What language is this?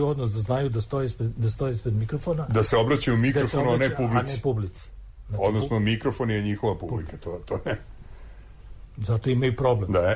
Serbian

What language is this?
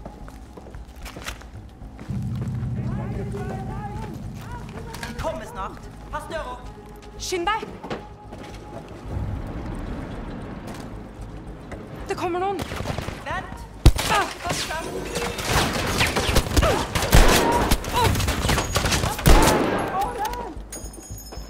Norwegian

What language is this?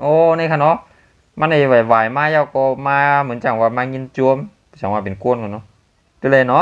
Shan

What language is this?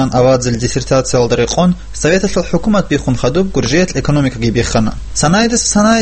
Avaric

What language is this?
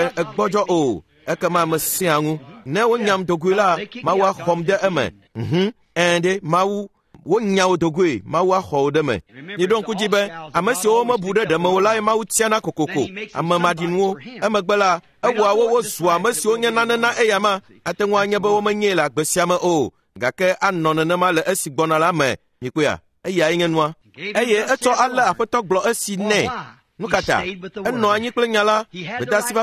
Ewe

